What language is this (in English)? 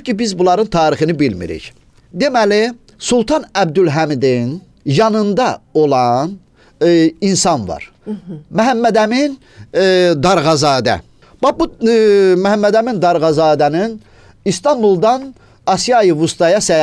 Azerbaijani